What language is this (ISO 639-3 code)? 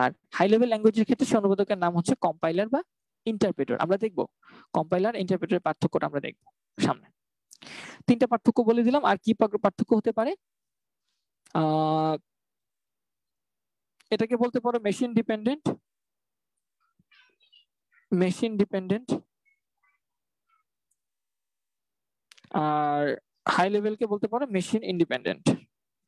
ben